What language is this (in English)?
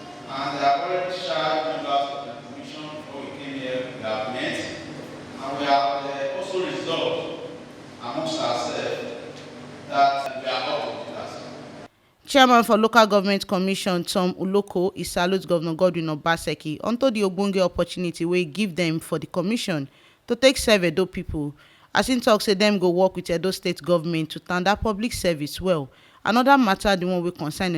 Nigerian Pidgin